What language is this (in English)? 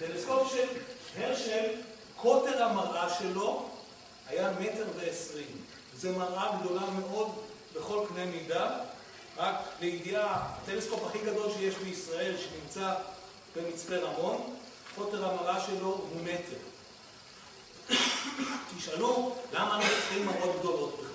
Hebrew